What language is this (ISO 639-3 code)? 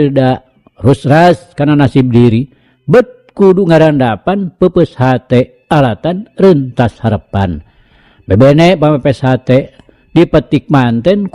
sun